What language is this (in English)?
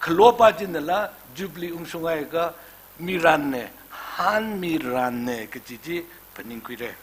Tangkhul Naga (India)